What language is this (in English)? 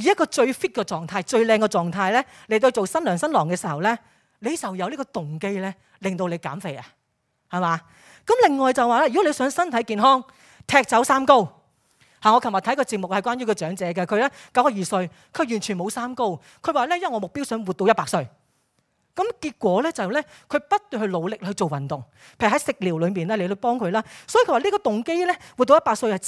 Cantonese